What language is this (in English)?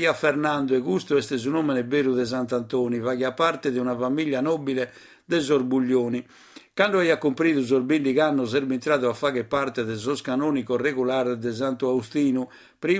Sardinian